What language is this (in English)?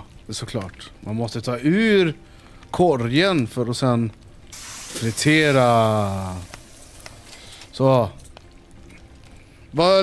Swedish